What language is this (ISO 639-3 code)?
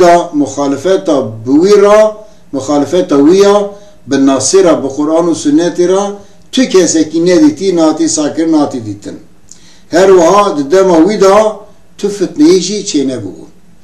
kur